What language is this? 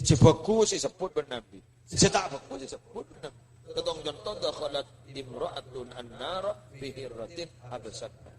Madurese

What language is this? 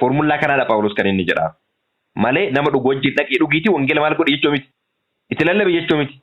Oromo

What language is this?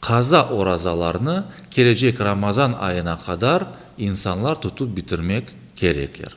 Crimean Tatar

